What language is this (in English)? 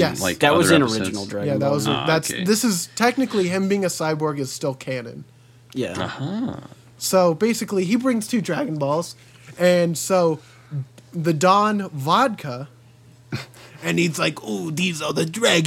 English